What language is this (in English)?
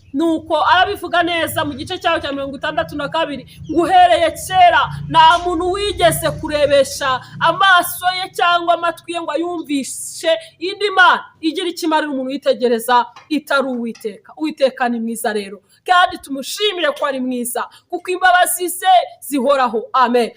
Kinyarwanda